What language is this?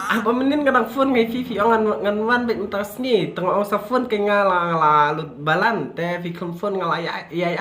Khasi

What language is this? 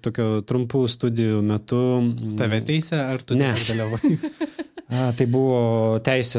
Lithuanian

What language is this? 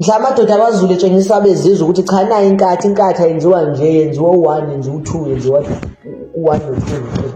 Zulu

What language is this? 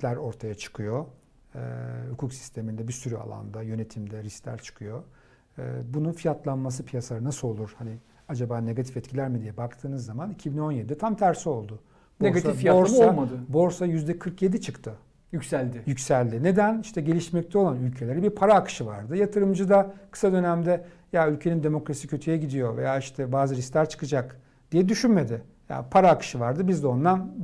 Turkish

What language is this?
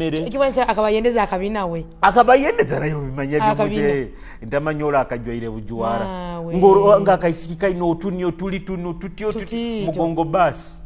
Nyoro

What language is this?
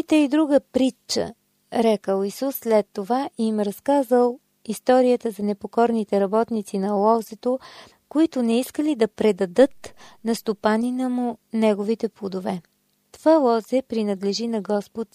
Bulgarian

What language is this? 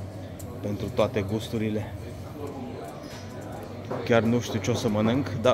Romanian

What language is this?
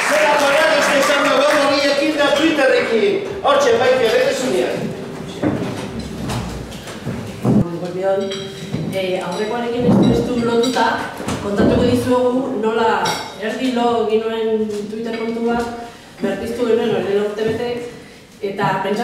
Basque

